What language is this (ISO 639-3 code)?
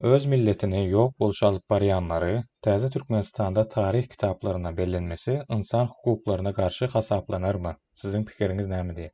tuk